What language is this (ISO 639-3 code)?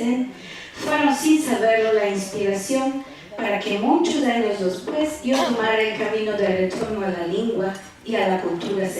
lad